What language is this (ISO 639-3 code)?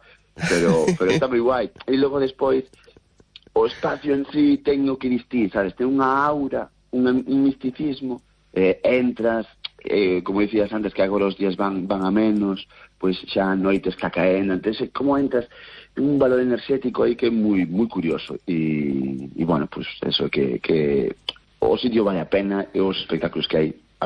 glg